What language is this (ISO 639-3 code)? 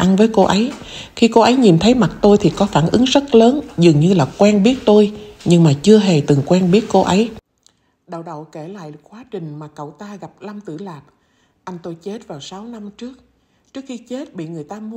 vie